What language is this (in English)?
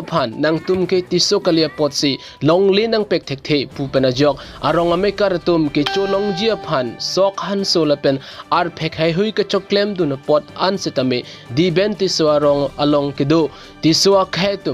Karbi